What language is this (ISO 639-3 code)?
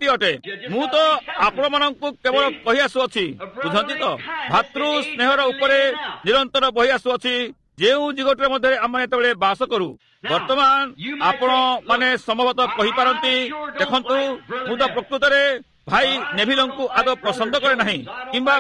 ori